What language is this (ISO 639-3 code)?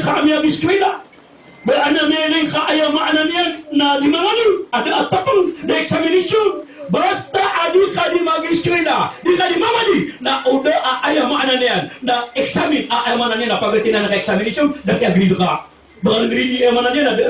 mrw